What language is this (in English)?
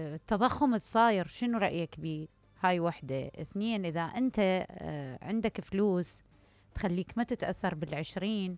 Mesopotamian Arabic